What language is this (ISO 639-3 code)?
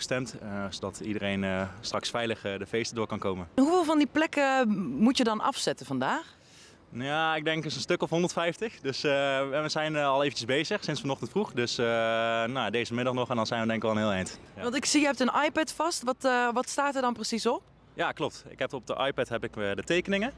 nld